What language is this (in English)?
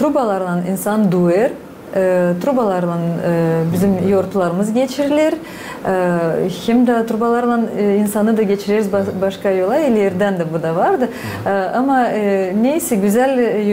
Gagauz